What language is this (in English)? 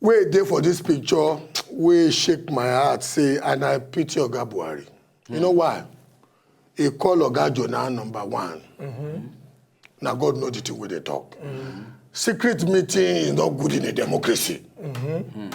Nigerian Pidgin